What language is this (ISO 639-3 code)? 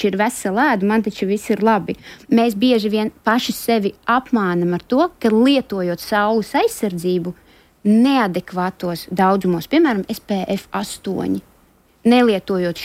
lav